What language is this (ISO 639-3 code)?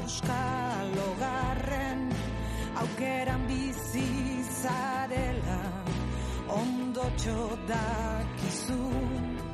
eus